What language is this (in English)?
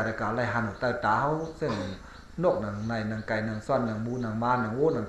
Shan